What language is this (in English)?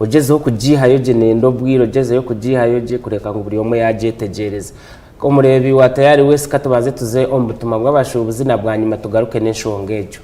Nyankole